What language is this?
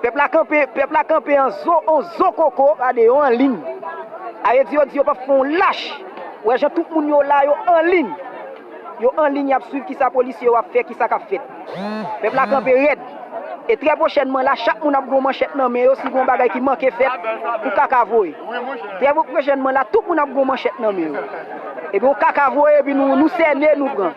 Haitian Creole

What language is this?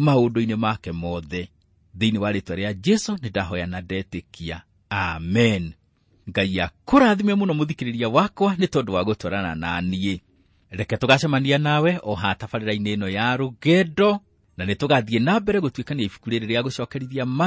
Kikuyu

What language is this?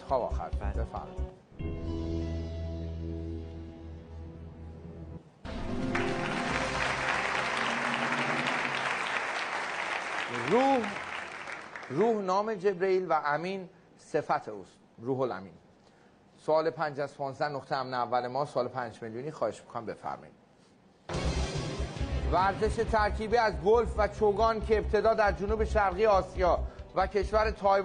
Persian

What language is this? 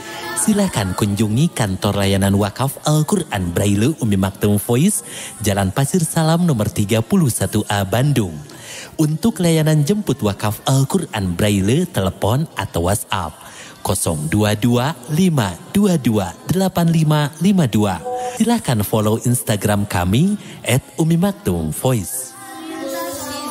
Indonesian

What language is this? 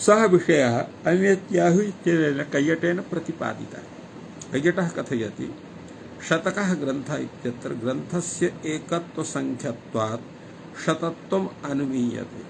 Sanskrit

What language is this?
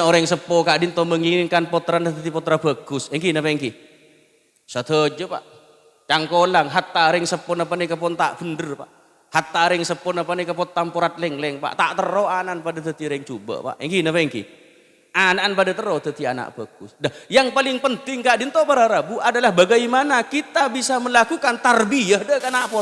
Madurese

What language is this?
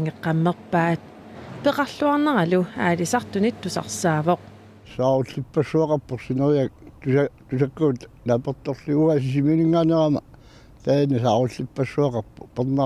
Kalaallisut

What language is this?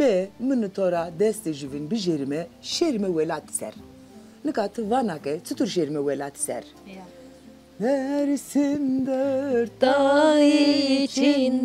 Zaza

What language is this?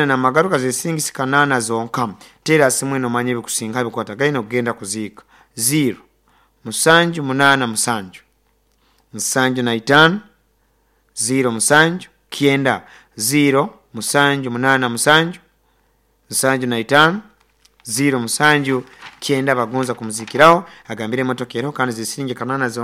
Nyoro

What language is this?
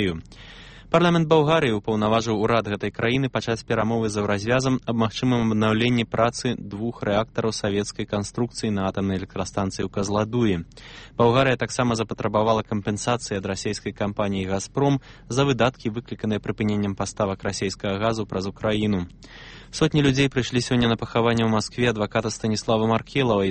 Belarusian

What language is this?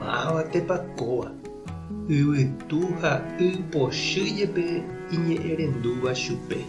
Guarani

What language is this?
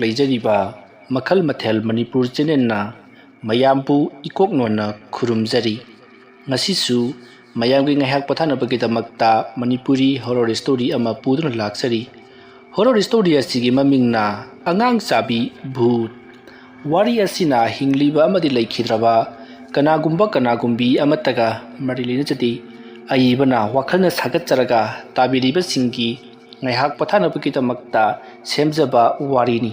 Manipuri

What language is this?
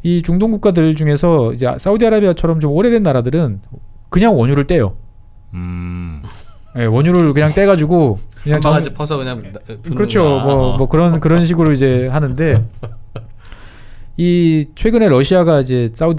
Korean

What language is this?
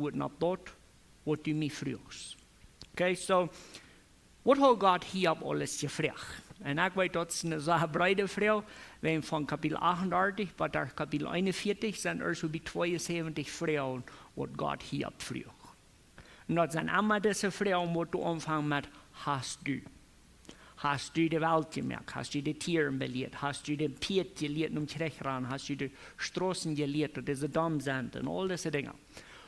Plautdietsch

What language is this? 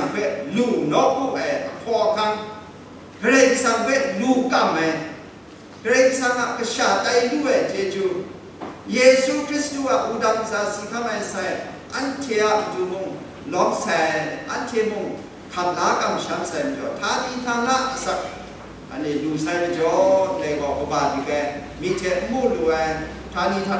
Kachin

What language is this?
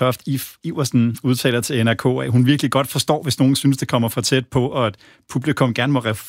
Danish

